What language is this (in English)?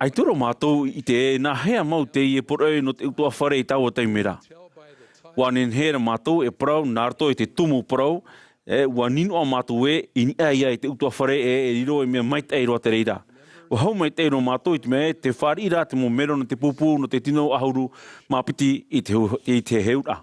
Tahitian